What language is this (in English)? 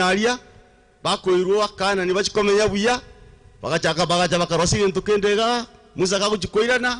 Gusii